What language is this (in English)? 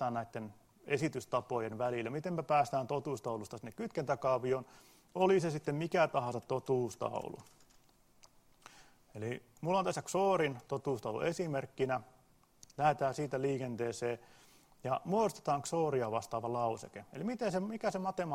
Finnish